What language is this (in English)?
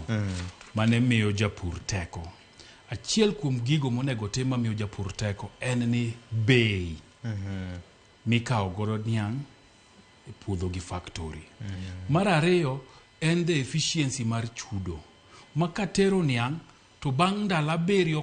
Luo (Kenya and Tanzania)